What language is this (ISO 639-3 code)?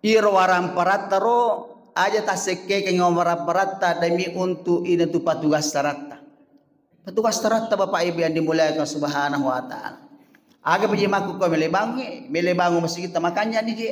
bug